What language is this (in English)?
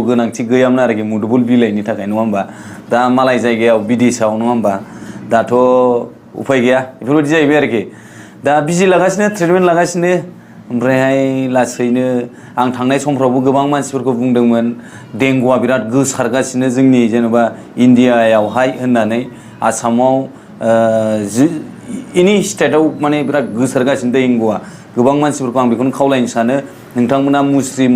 Bodo